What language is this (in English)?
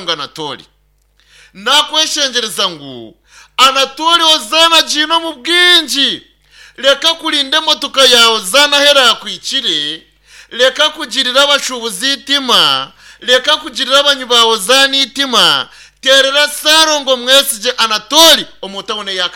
Nyankole